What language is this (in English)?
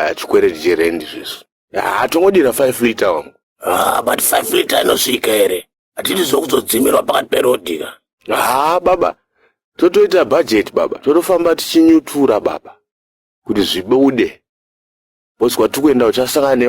Shona